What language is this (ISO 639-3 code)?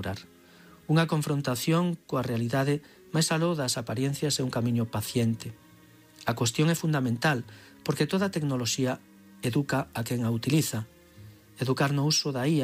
glg